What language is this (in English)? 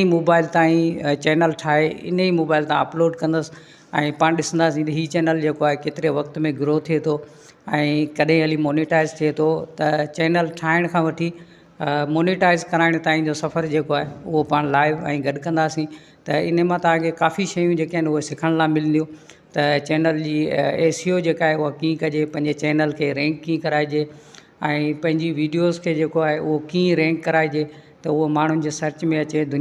Sindhi